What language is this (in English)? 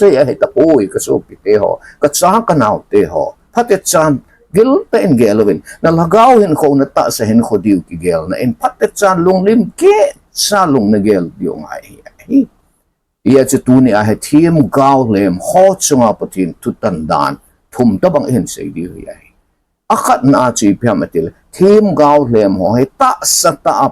Thado Chin